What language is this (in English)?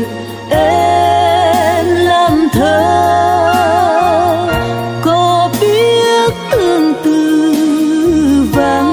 Vietnamese